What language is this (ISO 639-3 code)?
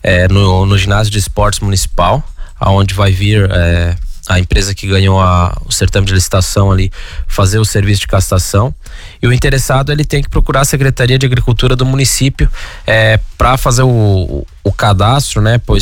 por